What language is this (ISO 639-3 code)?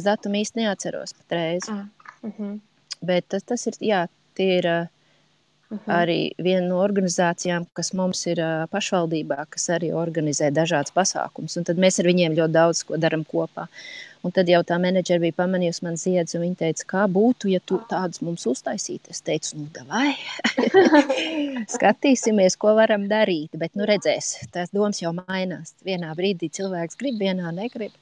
lav